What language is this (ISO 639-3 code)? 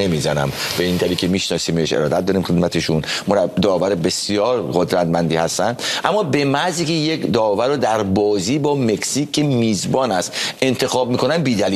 fas